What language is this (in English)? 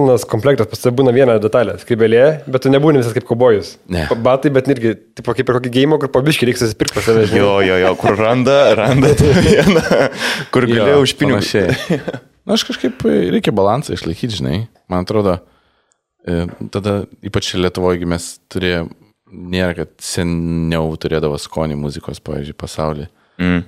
Lithuanian